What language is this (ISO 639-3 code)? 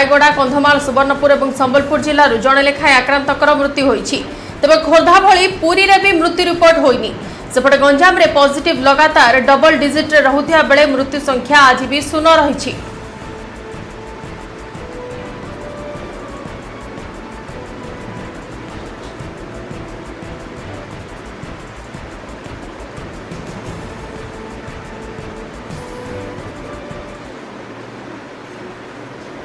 ori